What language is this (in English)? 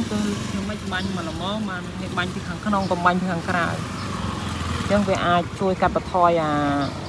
Khmer